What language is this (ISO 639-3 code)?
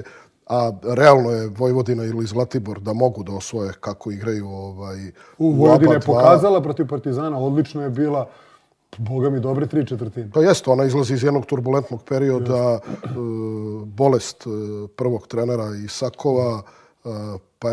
srp